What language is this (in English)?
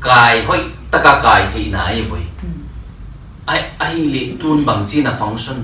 Paite Chin